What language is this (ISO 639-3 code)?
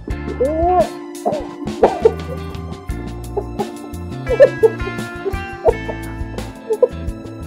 fil